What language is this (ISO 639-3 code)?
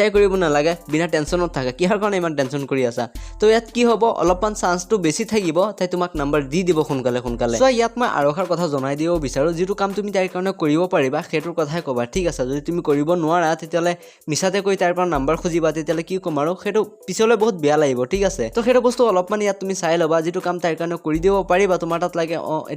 asm